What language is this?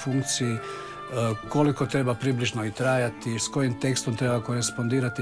Croatian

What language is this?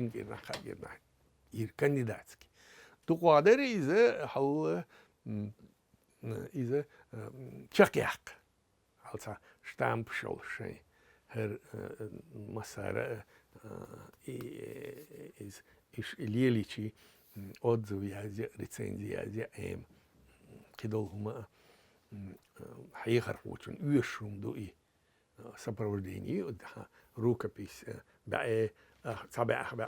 Chechen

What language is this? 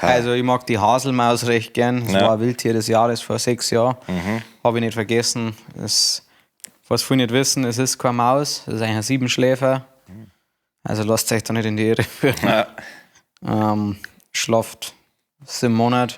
Bavarian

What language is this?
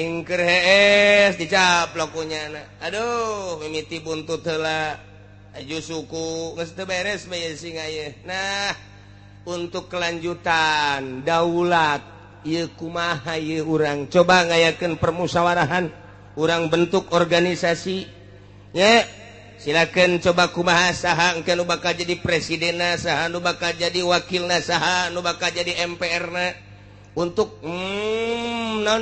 Sundanese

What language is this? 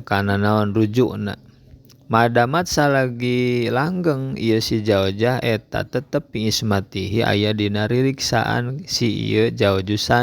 Sundanese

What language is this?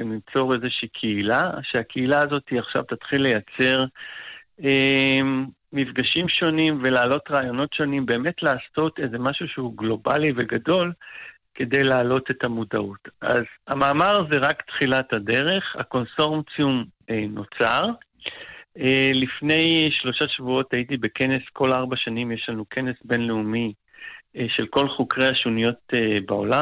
Hebrew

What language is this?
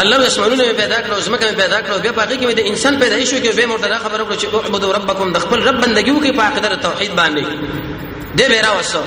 Pashto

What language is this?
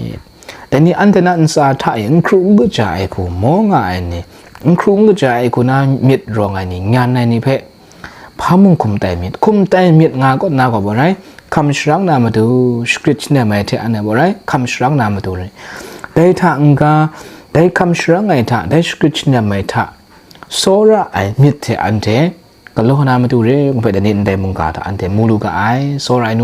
Kachin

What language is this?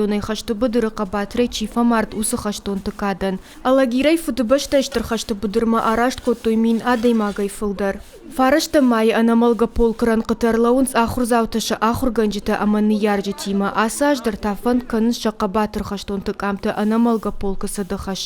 Ossetic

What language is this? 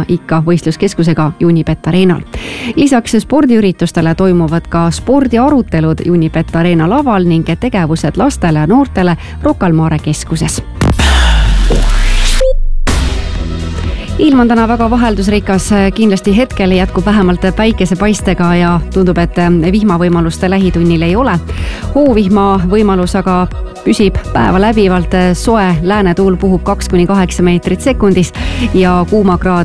Estonian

